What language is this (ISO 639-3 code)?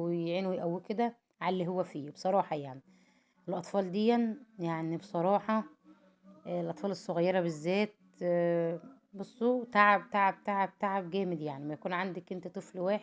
arz